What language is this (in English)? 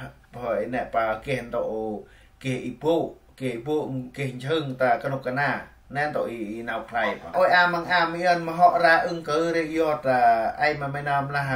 Central Mnong